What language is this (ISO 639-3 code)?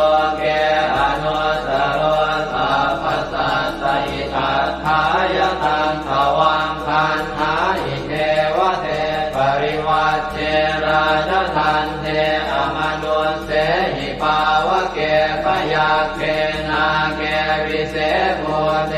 pli